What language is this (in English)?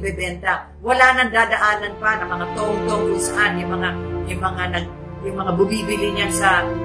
Filipino